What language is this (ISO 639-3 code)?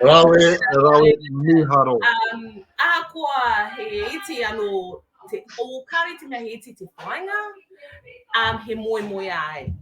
mri